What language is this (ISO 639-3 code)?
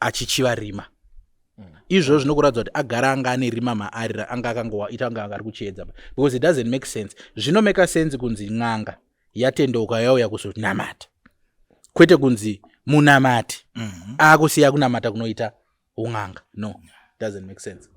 sna